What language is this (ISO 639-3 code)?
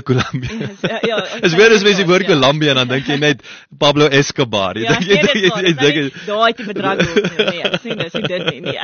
afr